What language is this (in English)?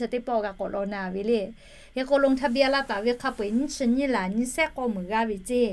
Lahu